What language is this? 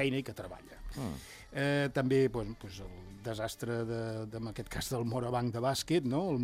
Catalan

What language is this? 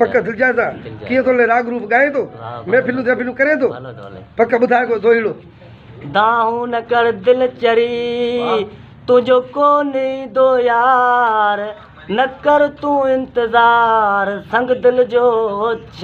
Sindhi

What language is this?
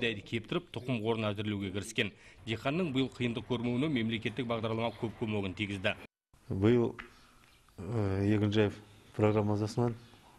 Kazakh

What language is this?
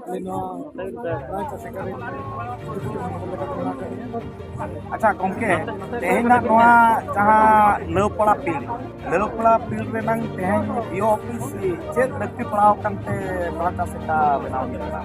Santali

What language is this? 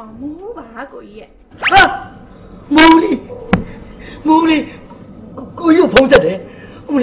Burmese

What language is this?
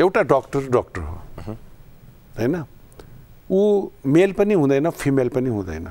Nepali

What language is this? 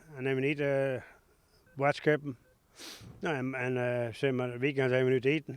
Western Frisian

